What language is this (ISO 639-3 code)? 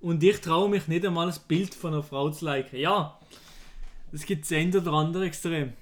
gsw